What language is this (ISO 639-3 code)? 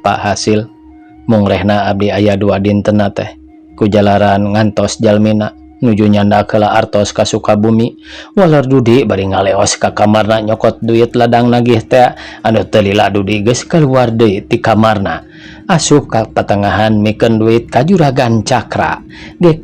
sun